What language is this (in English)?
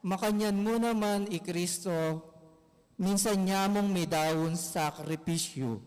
Pampanga